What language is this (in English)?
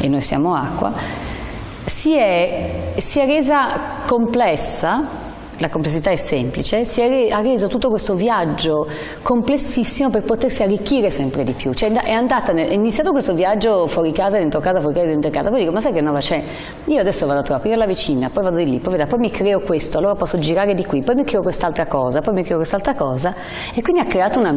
Italian